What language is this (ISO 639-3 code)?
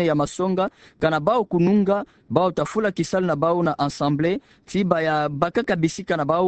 ktu